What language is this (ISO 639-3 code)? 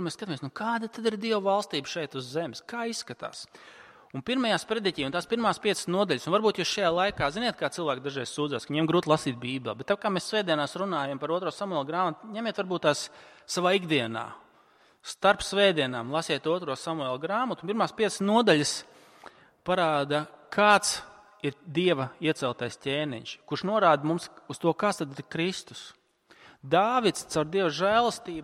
lav